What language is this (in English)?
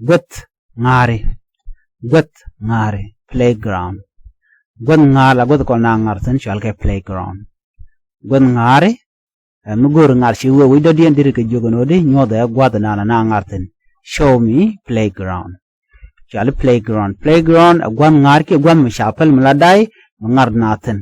Nuer